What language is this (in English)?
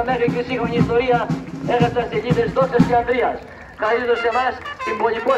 Greek